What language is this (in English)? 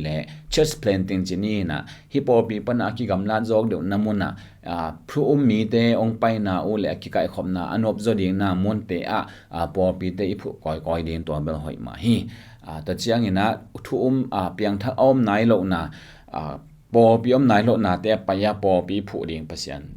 Tedim Chin